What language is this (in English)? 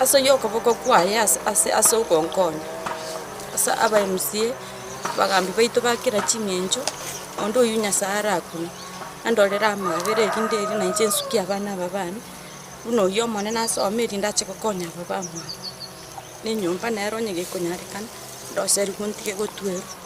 Gusii